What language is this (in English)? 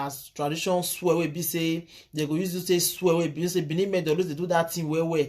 Nigerian Pidgin